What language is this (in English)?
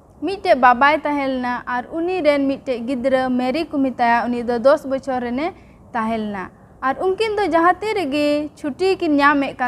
Santali